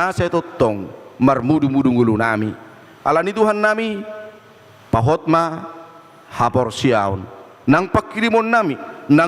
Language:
Batak Toba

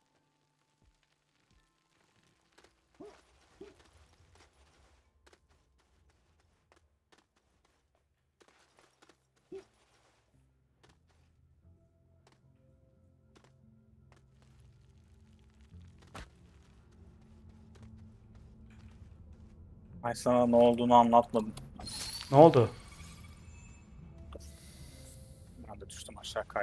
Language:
Turkish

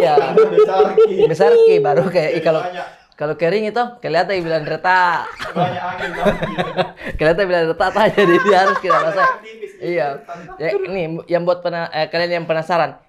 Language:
Makassar Malay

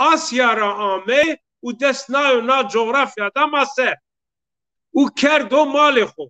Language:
Zaza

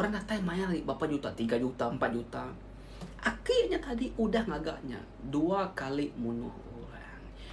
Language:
Iban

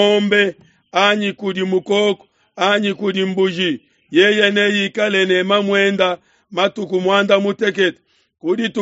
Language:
Luba-Lulua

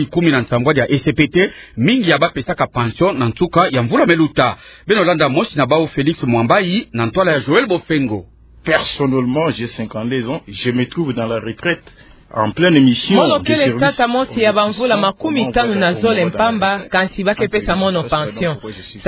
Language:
Kituba (Democratic Republic of Congo)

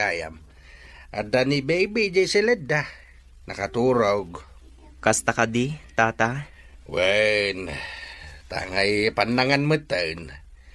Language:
Iloko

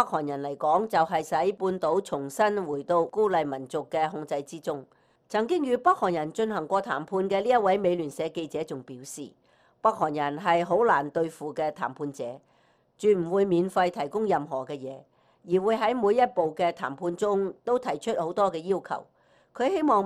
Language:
Cantonese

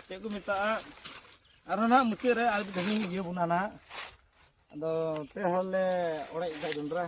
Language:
Santali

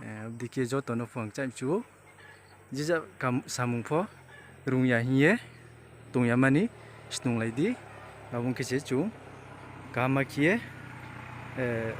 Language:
Riang (India)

